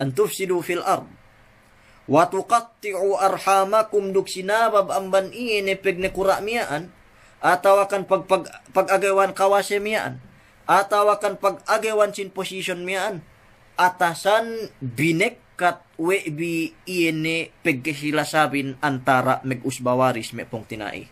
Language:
Yakan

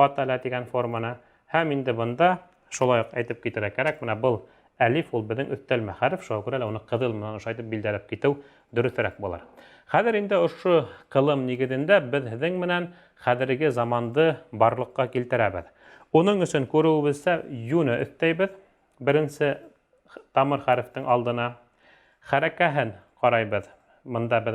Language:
Bashkir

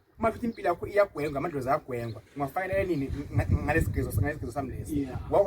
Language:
Zulu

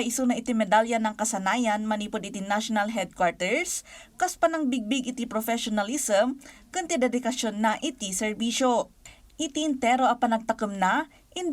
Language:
Iloko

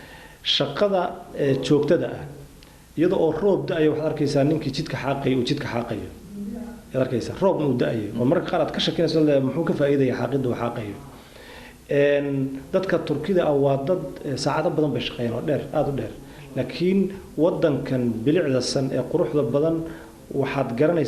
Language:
Somali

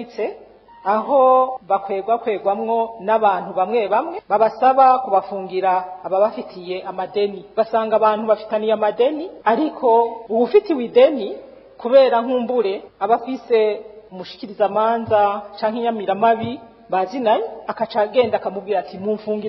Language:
Rundi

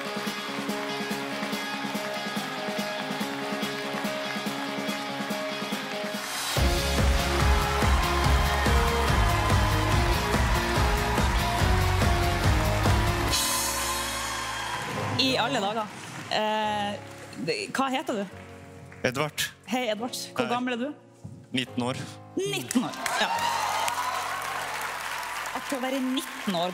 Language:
Norwegian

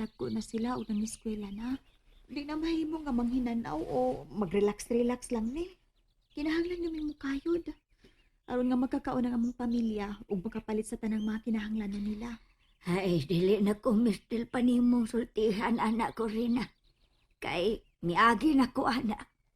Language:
Cebuano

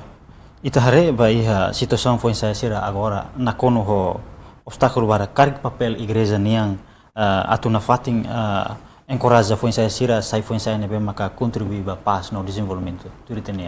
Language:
Tetum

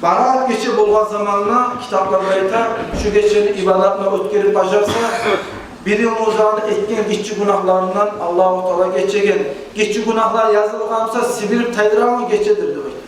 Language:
Kumyk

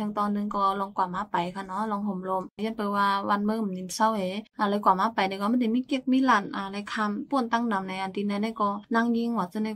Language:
Shan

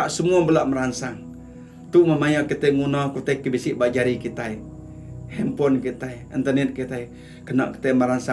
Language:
Iban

